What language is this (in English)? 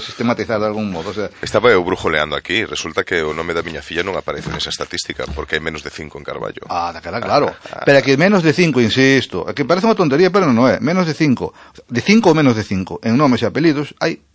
Galician